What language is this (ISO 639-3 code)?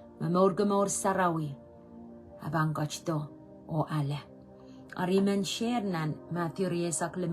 pon